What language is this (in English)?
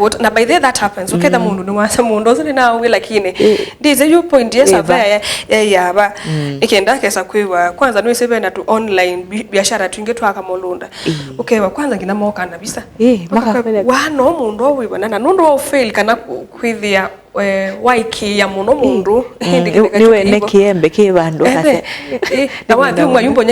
Kamba